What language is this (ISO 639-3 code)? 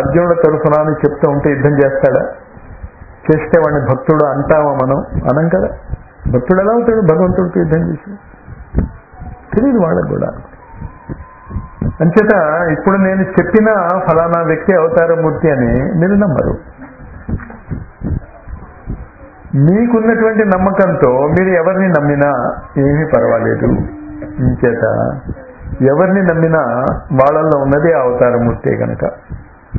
tel